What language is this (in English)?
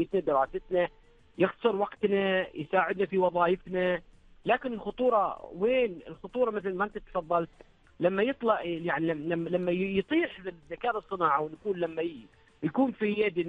Arabic